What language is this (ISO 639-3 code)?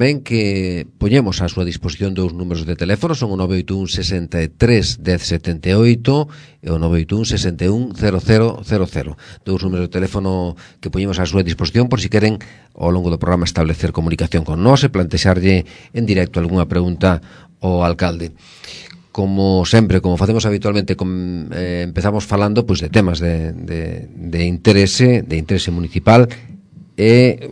glg